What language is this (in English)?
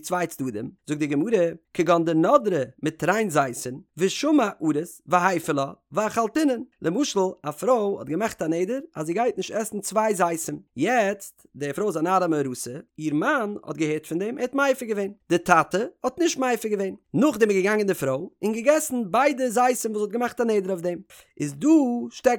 Yiddish